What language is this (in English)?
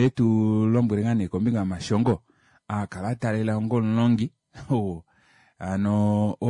Kuanyama